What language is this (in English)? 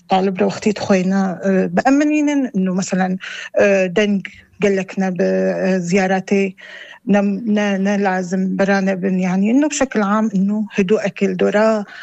North Levantine Arabic